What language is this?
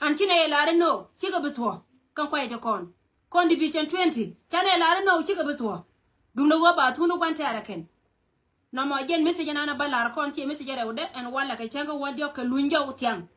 Nuer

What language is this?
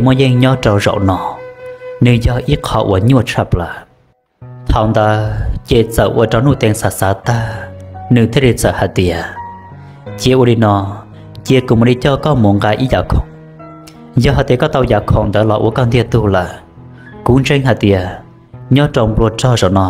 Hmong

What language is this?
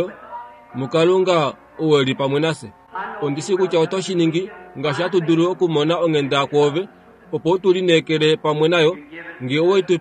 Kuanyama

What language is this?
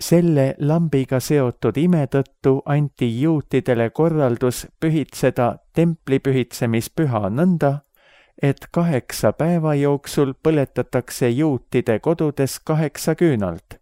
Estonian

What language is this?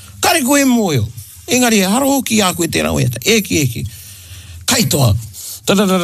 Māori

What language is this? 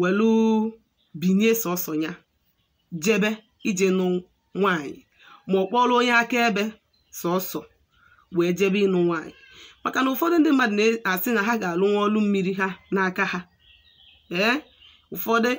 Igbo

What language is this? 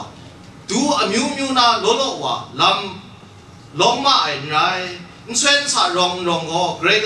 Kachin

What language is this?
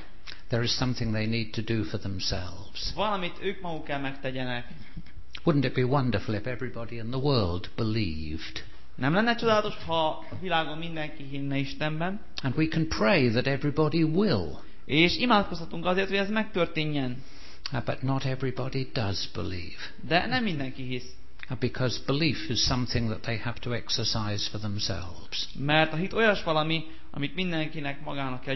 Hungarian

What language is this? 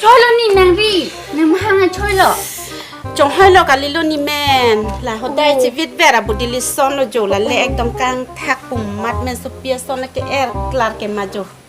Karbi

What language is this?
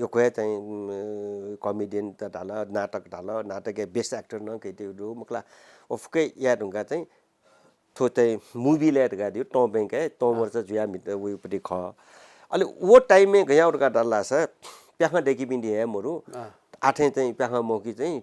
Newari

